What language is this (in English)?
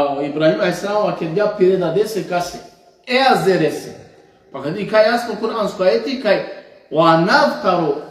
Balkan Romani